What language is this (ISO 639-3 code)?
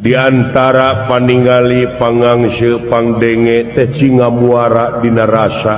sun